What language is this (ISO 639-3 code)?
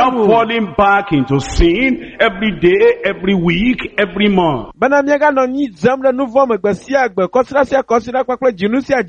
ewe